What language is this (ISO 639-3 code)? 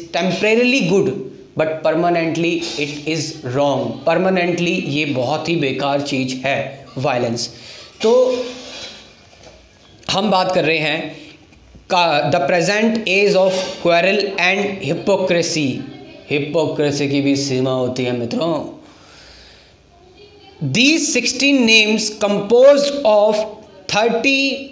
hin